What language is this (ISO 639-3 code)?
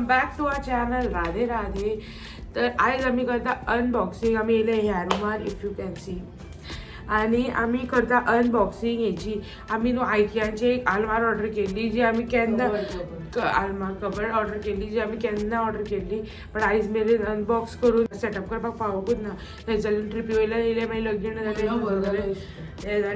kok